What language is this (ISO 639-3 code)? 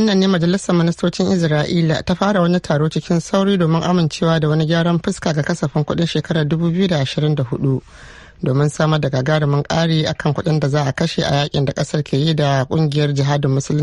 hau